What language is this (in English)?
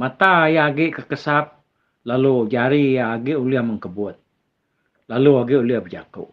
Iban